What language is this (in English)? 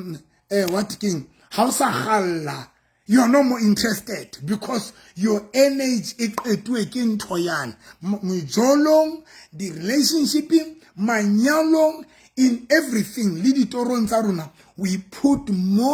Southern Sotho